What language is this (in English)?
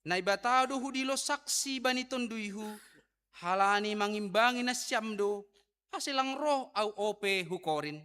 Batak Simalungun